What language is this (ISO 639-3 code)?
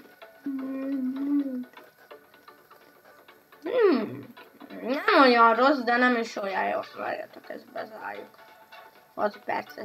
hun